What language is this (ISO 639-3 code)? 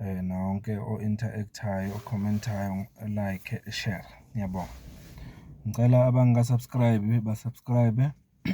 zul